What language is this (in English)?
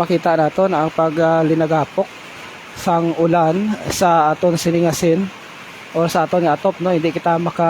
Hiligaynon